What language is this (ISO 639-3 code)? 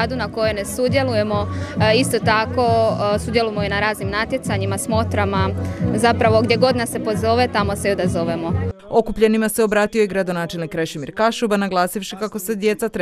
hrv